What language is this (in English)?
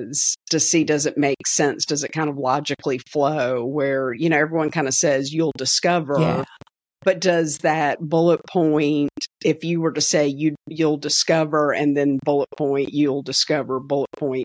English